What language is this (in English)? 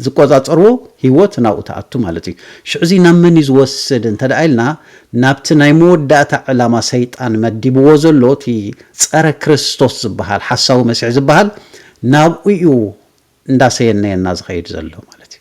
Tigrinya